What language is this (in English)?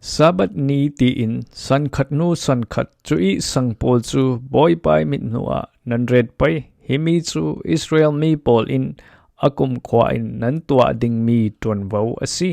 Falam Chin